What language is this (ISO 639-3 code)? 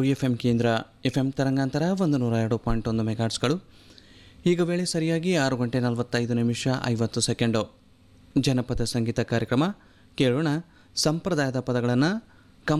kan